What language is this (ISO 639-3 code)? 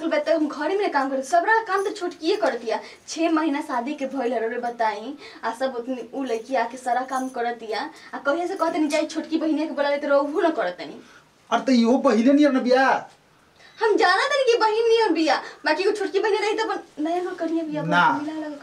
bho